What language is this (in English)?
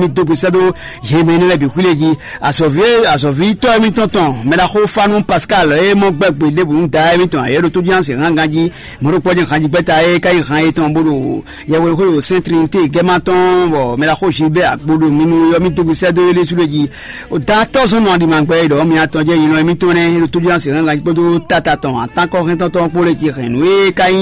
Fon